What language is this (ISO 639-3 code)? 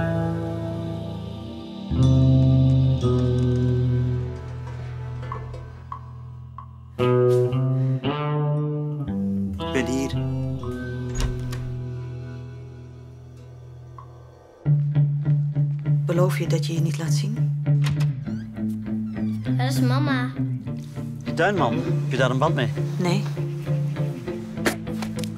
nld